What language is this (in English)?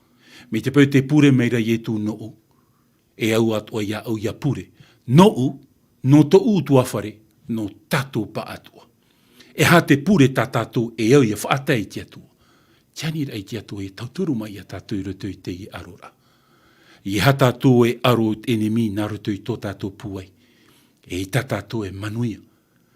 Tahitian